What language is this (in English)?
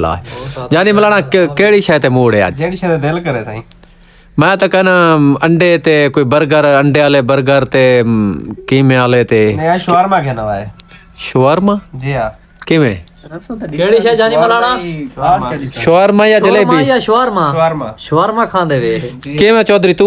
Saraiki